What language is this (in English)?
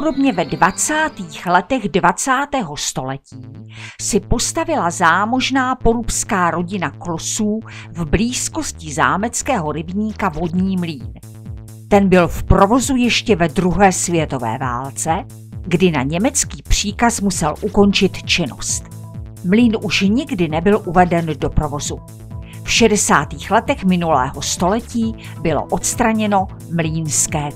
Czech